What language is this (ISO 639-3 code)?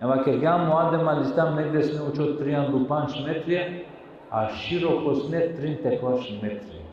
rmn